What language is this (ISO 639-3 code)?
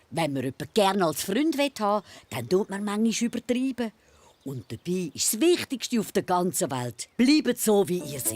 gsw